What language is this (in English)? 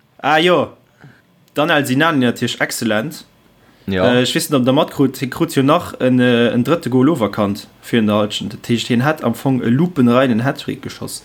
Luxembourgish